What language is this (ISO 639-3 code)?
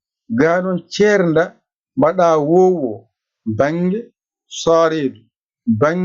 ful